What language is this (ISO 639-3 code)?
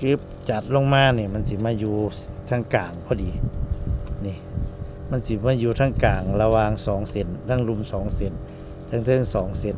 tts